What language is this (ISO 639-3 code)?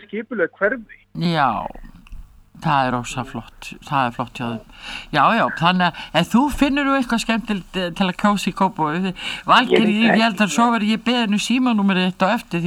isl